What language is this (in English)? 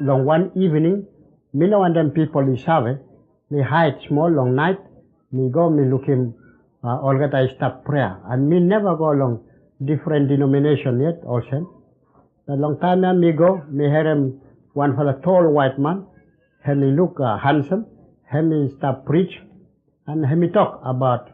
Bislama